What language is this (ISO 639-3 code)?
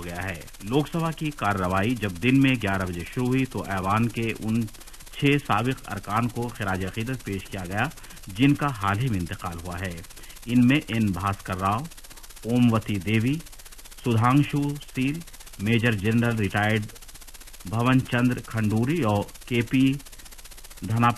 urd